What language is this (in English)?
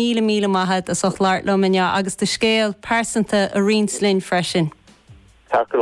Irish